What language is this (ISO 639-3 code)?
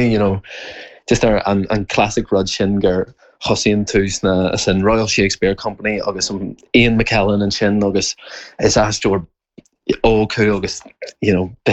gle